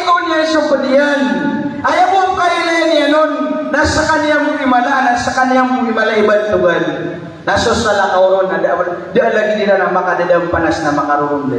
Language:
Maranao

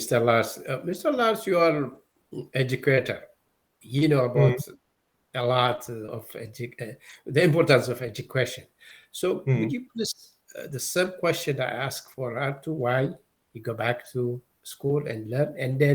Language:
English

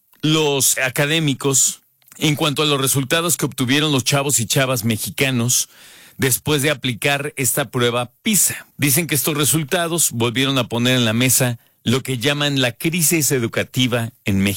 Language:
Spanish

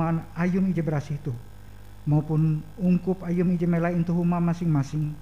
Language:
Ngaju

